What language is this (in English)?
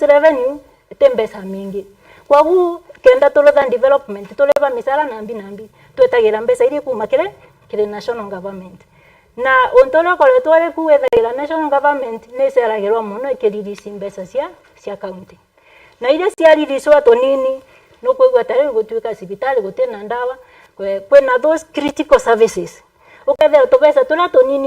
Meru